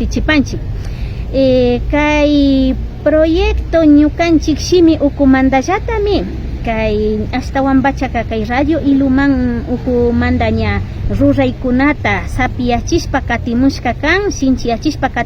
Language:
Imbabura Highland Quichua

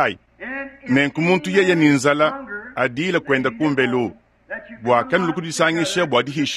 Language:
Luba-Lulua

